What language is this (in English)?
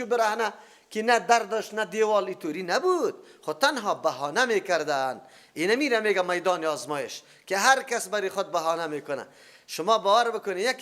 Persian